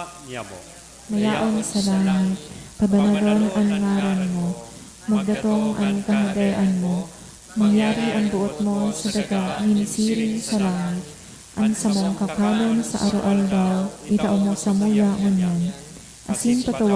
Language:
Bikol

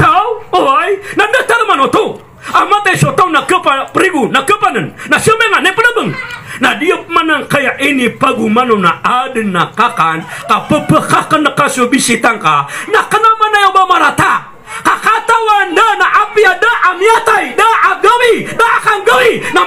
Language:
Maranao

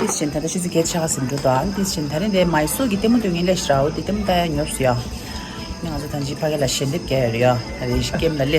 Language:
Tibetan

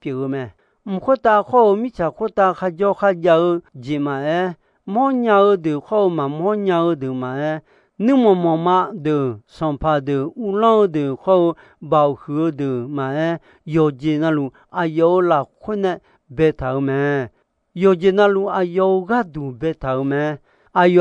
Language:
Akha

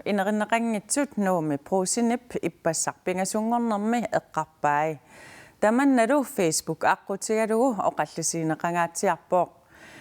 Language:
Kalaallisut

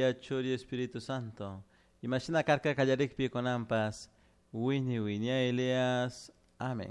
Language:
Chimborazo Highland Quichua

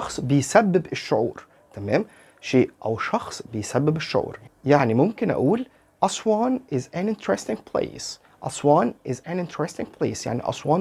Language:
Egyptian Arabic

